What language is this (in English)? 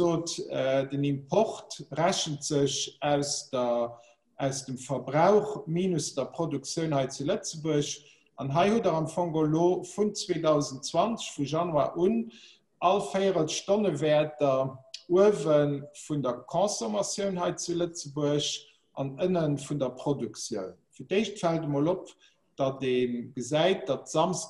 Luxembourgish